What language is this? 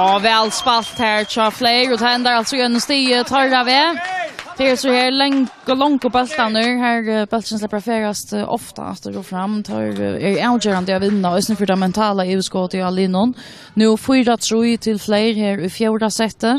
Faroese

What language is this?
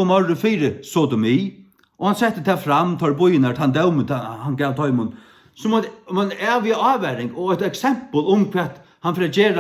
Faroese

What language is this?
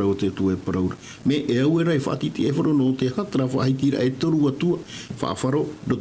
Tahitian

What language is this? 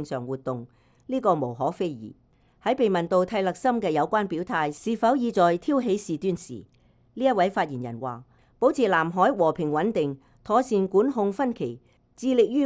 Cantonese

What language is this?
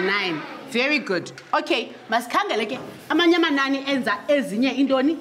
Xhosa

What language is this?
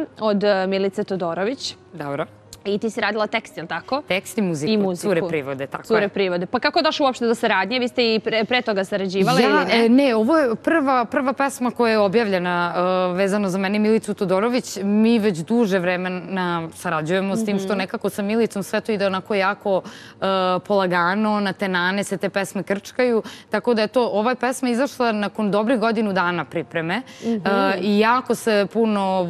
Serbian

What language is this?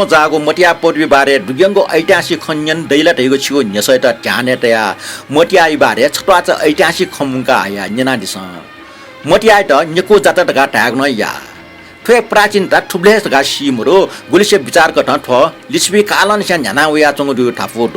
Newari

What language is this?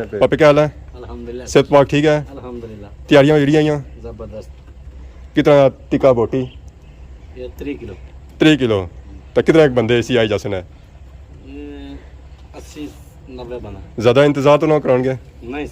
Pahari-Potwari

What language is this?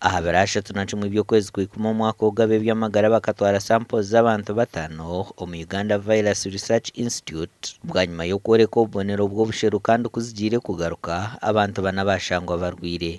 Nyankole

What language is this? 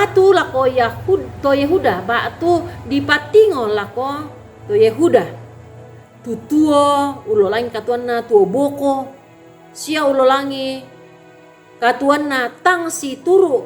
Toraja-Sa'dan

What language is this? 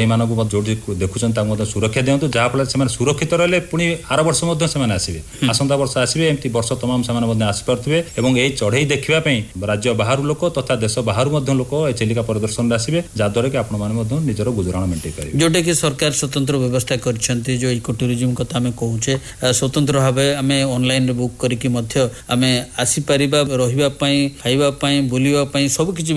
Odia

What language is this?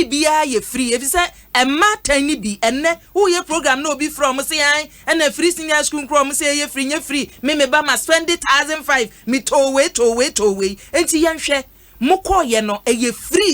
Akan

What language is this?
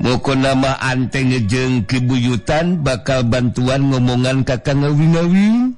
Sundanese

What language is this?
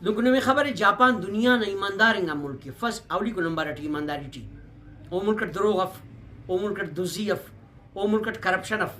Brahui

